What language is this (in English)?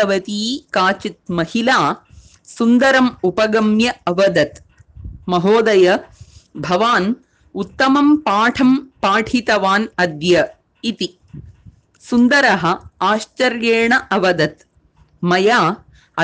Sanskrit